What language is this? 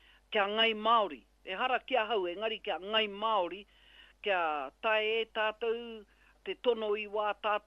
Māori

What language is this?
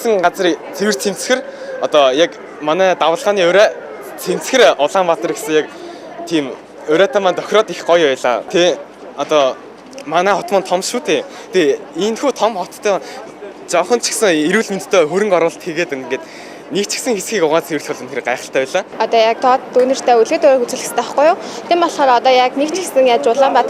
Mongolian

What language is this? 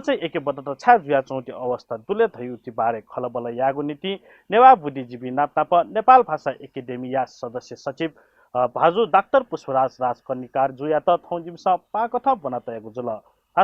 Newari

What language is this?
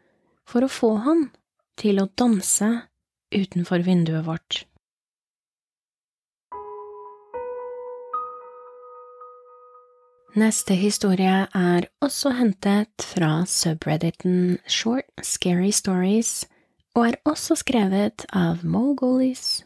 Norwegian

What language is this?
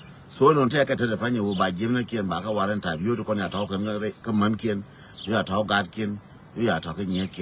Nuer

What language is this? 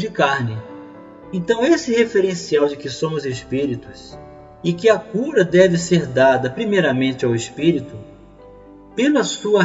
Portuguese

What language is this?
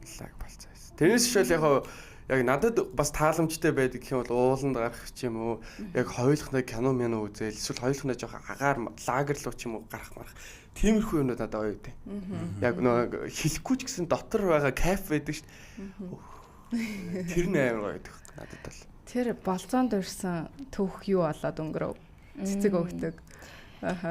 Mongolian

